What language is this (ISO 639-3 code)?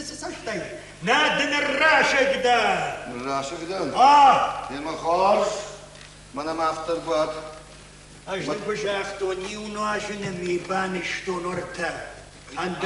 oss